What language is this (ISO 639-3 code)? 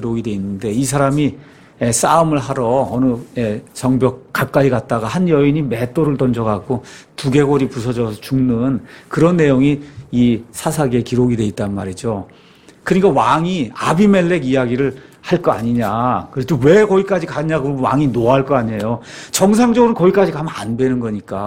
kor